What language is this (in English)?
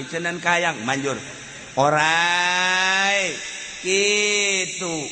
Sundanese